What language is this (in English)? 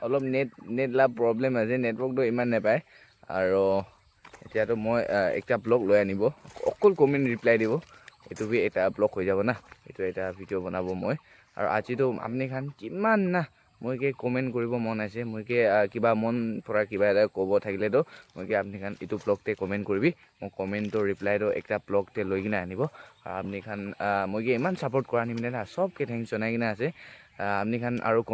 Naga Pidgin